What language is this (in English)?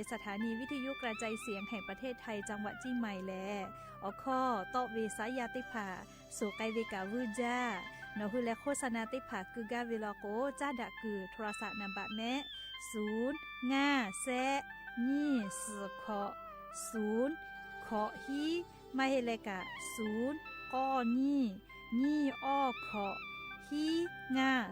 Lahu